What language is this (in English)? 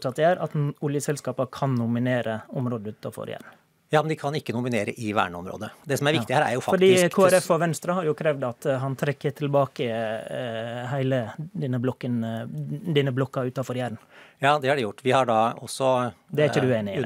Norwegian